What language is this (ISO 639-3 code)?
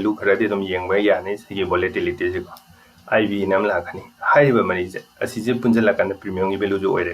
mni